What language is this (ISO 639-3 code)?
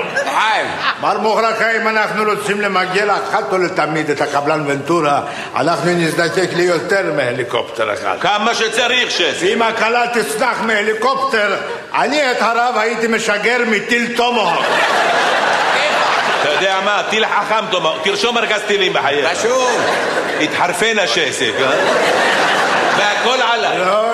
heb